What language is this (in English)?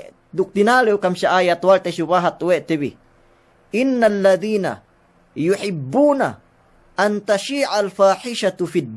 Yakan